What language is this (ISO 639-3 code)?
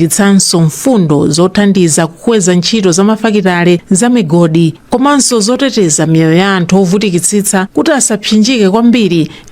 nya